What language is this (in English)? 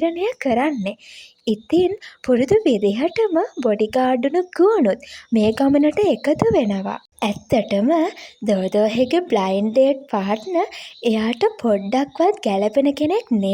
Sinhala